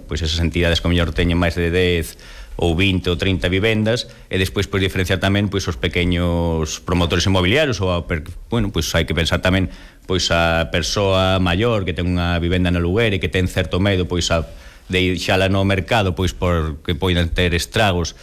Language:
Galician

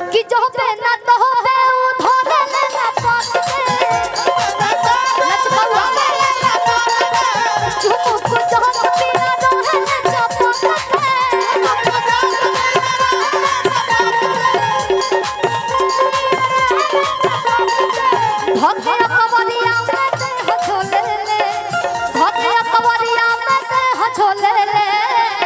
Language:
Bhojpuri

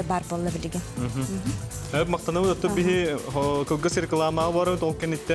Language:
Yakut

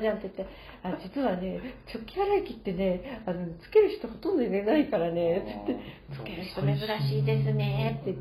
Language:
Japanese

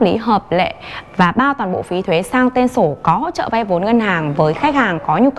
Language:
Vietnamese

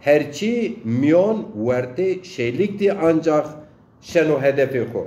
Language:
Zaza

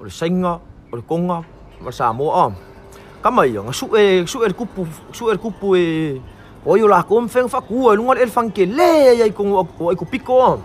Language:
Samoan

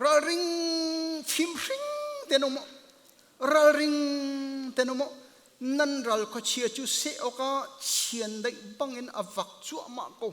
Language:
Hakha Chin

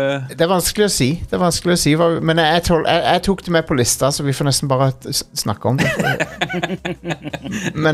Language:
Norwegian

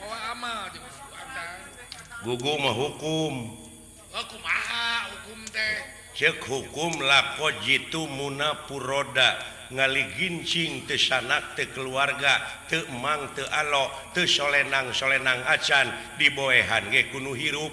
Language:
Sundanese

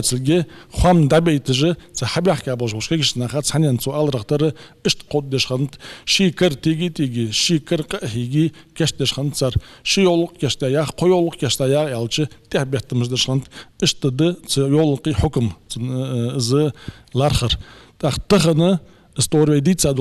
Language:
Ingush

